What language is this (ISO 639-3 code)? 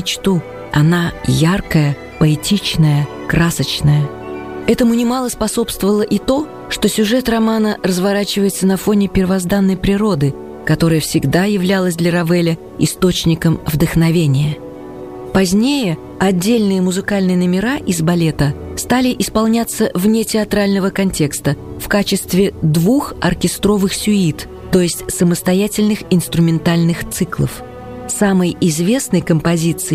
rus